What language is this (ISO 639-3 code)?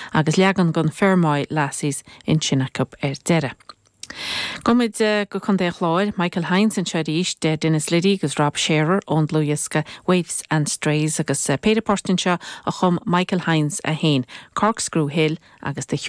gle